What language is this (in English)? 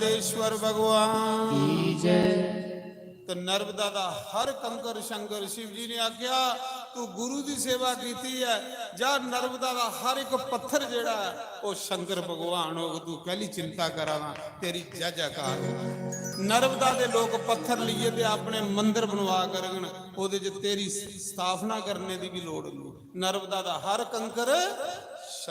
Dogri